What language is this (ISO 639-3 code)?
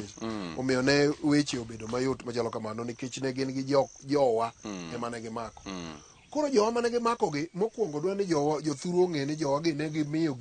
luo